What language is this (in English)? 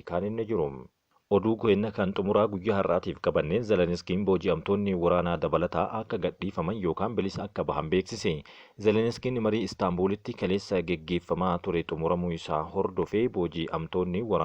Oromo